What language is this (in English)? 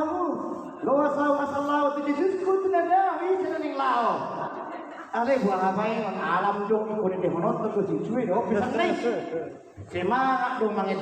Batak Toba